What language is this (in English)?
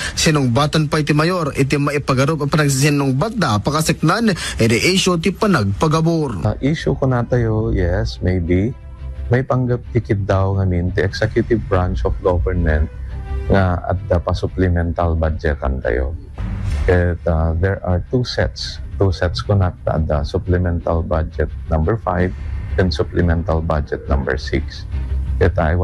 Iloko